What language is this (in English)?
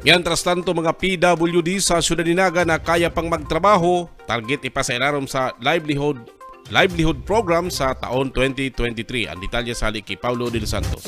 Bikol